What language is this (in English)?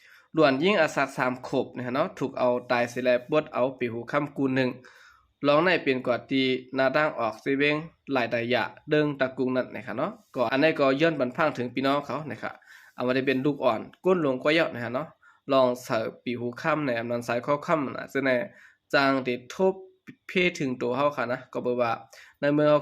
Shan